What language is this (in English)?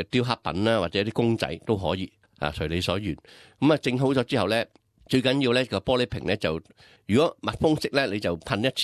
Cantonese